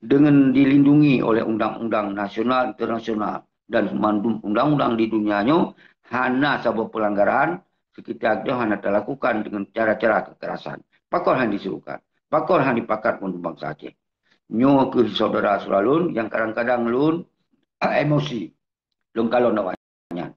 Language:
Achinese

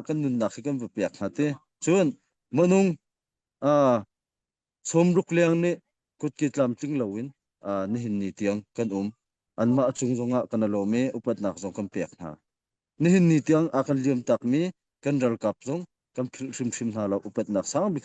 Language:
Hakha Chin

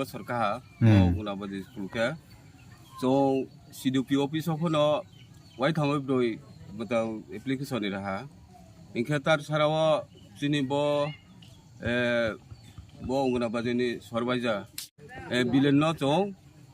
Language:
Riang (India)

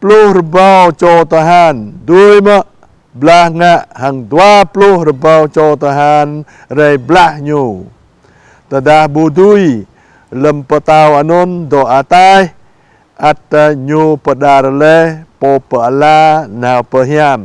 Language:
Jarai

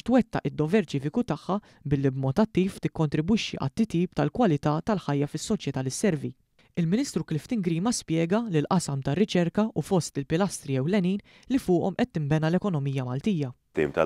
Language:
Maltese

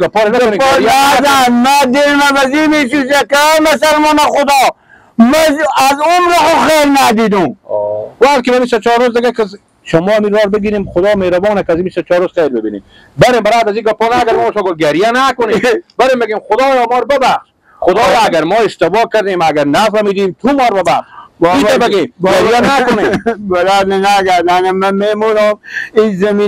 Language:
Persian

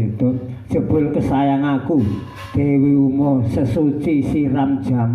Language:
Javanese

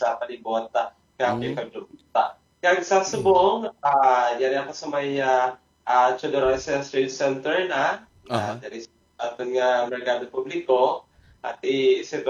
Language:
Hiligaynon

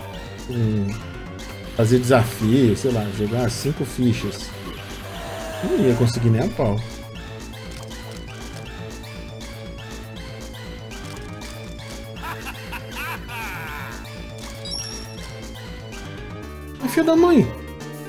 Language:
Portuguese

